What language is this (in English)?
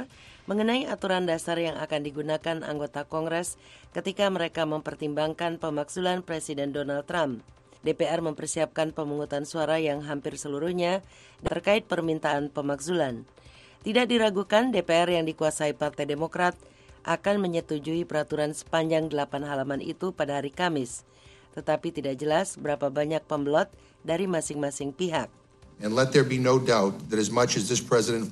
Indonesian